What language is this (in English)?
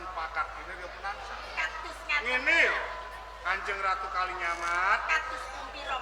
Javanese